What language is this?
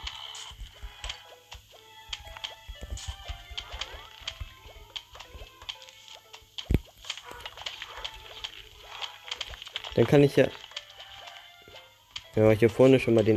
German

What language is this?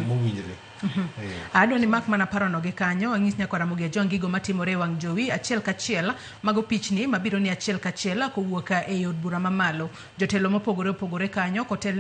Luo (Kenya and Tanzania)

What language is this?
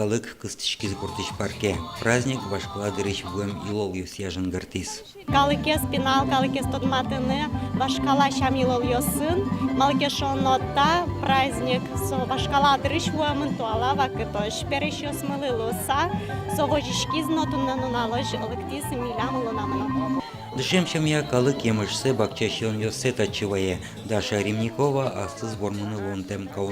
Udmurt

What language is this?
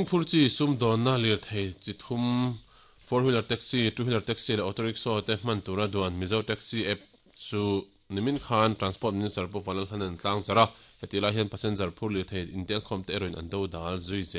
Mizo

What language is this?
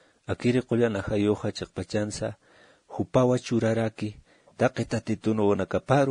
Aymara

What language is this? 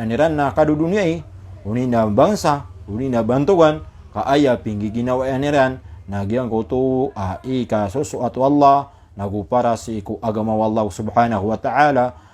Maranao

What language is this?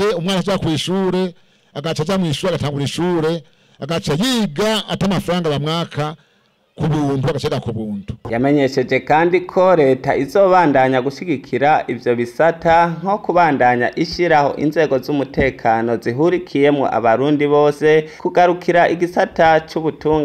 Rundi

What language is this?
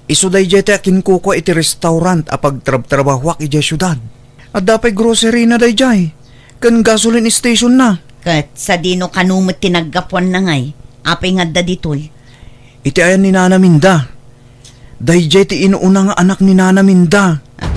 Iloko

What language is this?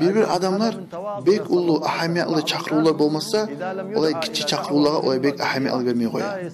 Kumyk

